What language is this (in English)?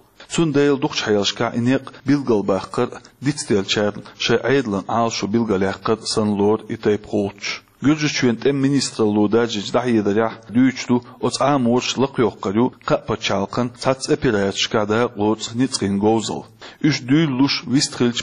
Chechen